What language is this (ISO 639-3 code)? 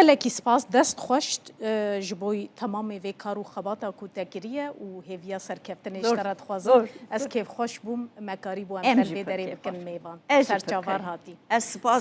kur